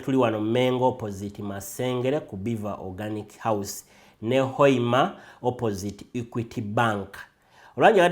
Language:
Ganda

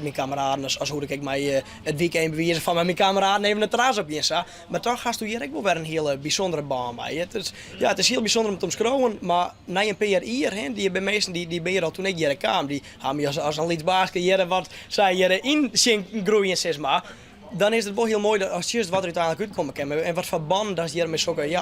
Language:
Western Frisian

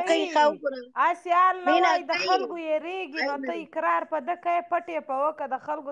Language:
Pashto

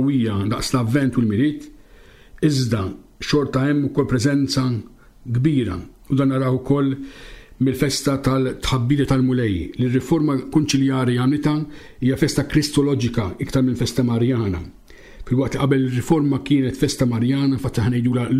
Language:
Maltese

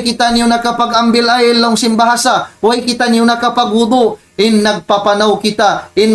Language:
Tausug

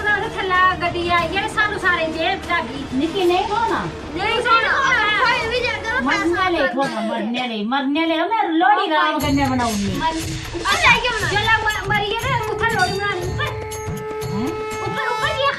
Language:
Dogri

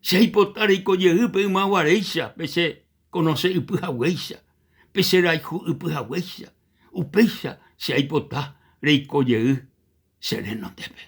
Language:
Guarani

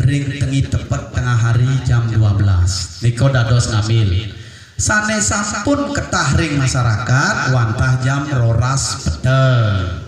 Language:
Balinese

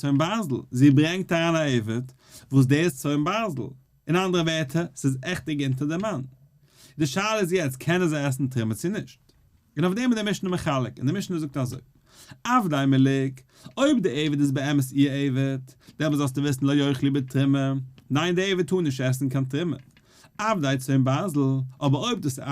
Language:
Yiddish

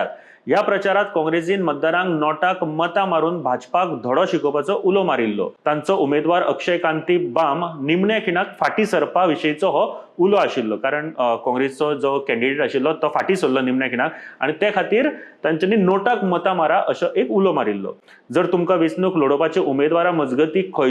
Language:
Konkani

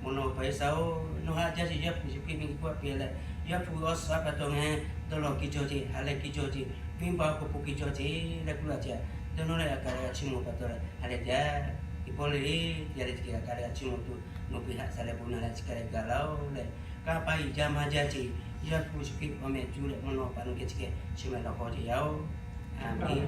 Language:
Lahu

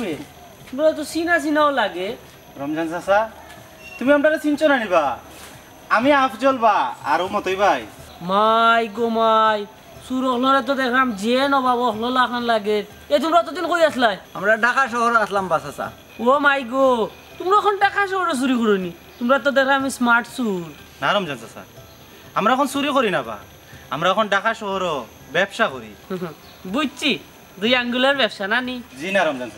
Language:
Sylheti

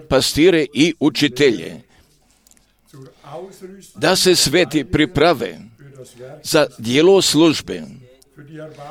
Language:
Croatian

